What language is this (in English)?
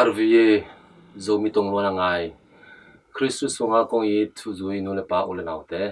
Tedim Chin